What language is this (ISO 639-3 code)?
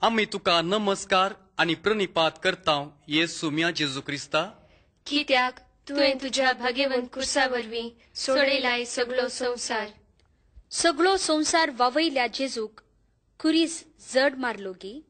kok